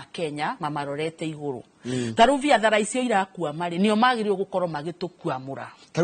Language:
Kikuyu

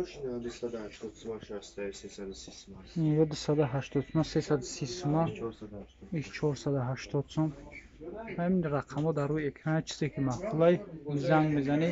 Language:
Tajik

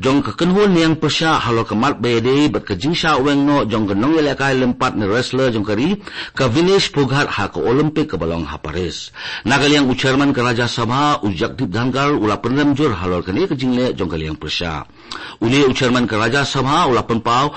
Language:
Khasi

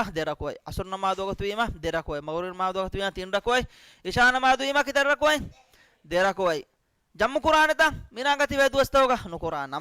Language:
Divehi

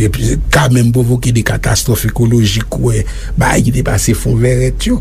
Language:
Haitian Creole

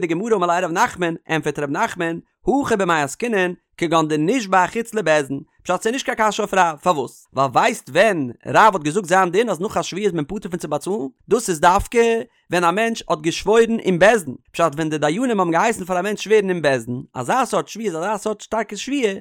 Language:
Yiddish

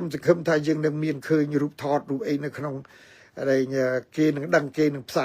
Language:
Khmer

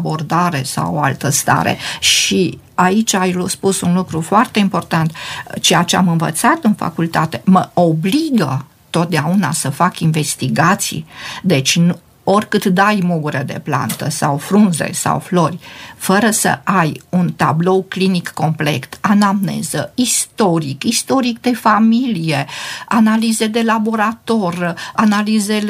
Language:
Romanian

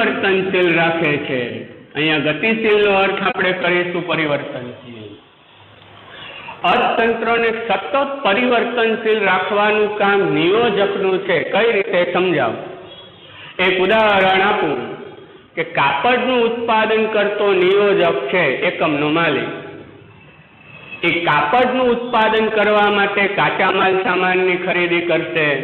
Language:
Gujarati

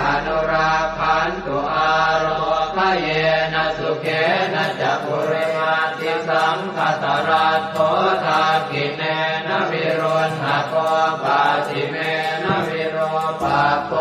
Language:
Pali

